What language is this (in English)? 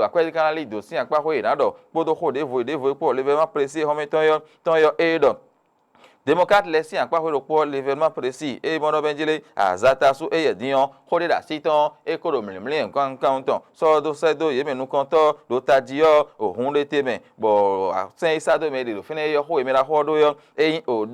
Fon